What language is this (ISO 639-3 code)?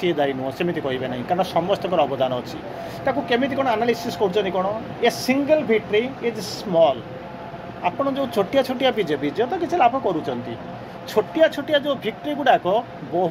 ori